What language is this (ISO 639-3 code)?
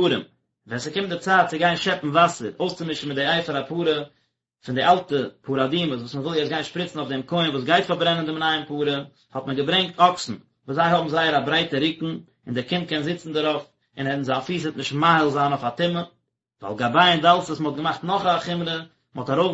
yid